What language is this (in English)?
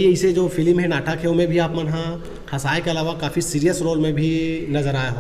Chhattisgarhi